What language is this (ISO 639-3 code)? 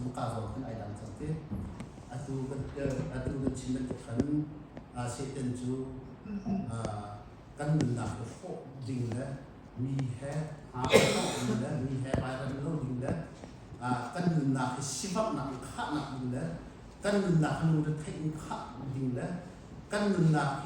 cnh